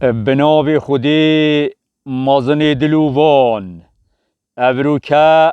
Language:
Kurdish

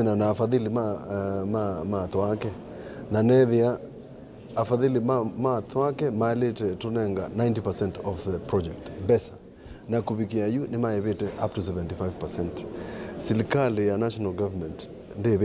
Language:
Kamba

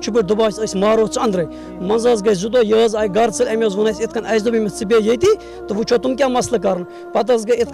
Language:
Kashmiri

